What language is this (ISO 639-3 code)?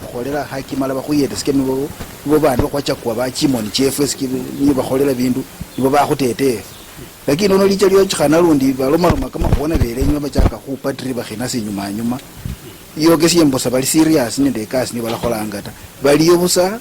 luy